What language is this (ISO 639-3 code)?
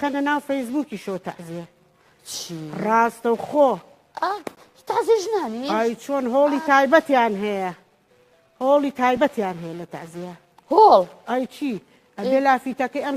ckb